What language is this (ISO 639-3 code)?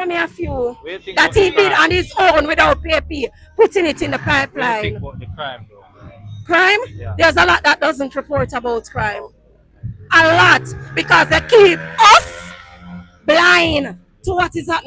jam